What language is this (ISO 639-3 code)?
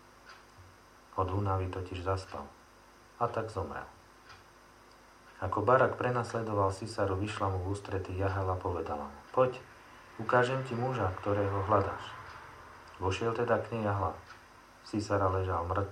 slk